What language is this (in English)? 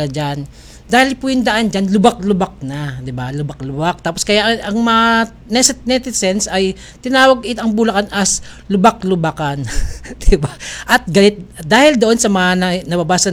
Filipino